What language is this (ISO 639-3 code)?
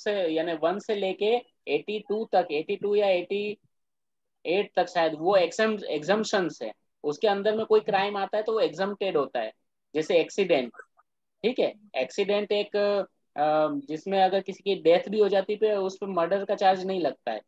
hin